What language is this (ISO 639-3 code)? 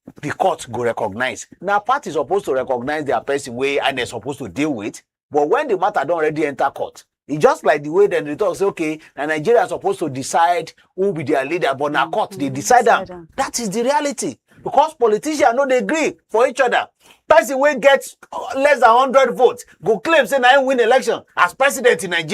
pcm